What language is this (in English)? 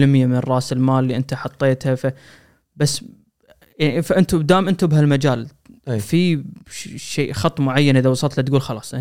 Gulf Arabic